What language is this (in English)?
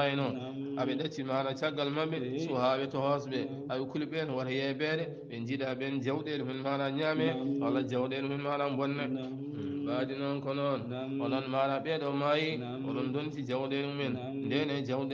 Fula